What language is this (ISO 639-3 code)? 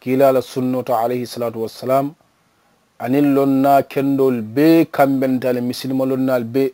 man